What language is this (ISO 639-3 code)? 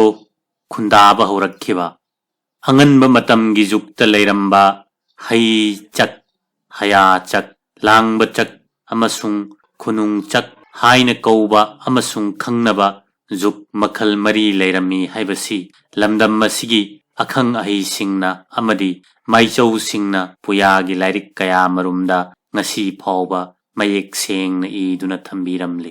mni